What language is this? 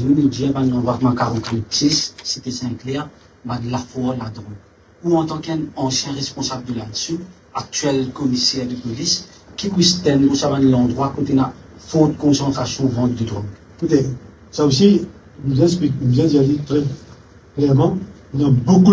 Morisyen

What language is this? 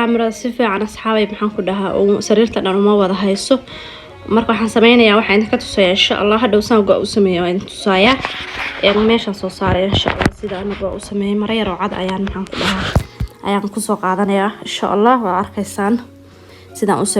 Somali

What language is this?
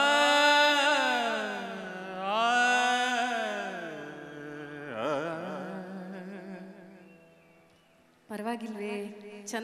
Kannada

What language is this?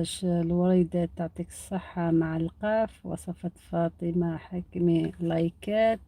Algerian Arabic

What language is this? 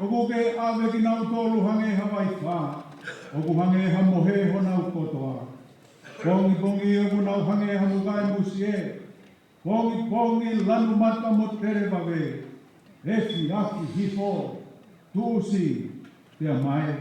Tongan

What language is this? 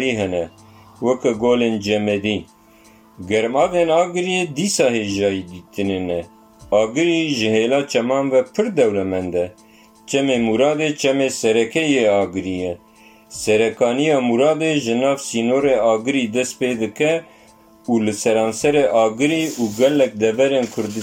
Kurdish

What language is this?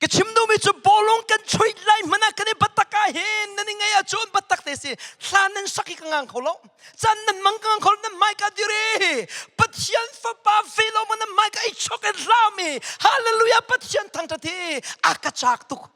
Hakha Chin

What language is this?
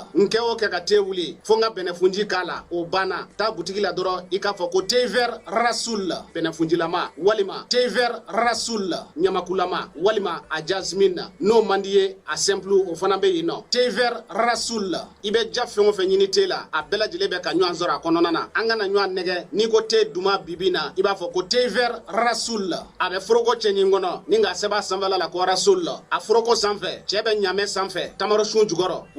Bambara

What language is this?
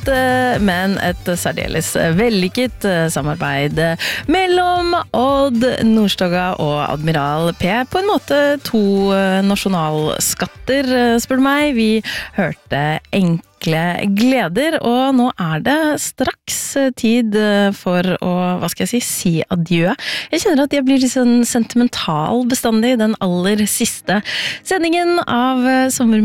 Norwegian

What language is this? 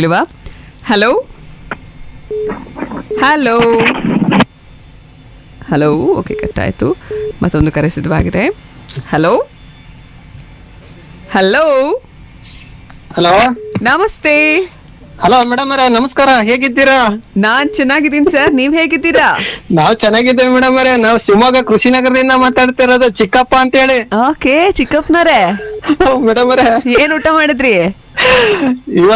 Kannada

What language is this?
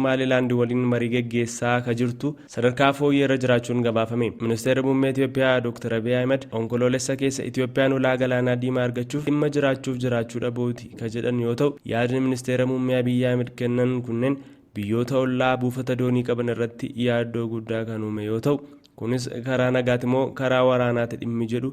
Oromo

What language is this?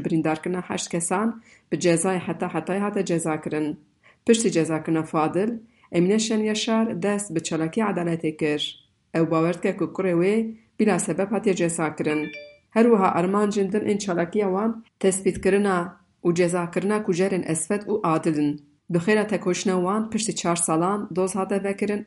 Kurdish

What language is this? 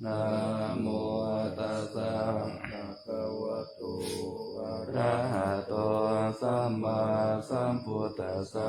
Pali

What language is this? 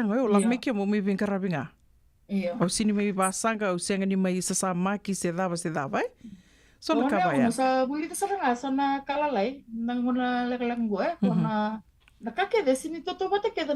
Fijian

